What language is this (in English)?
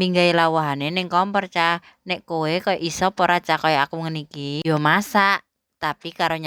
Javanese